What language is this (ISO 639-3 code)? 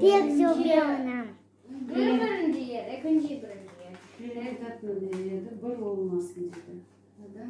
crh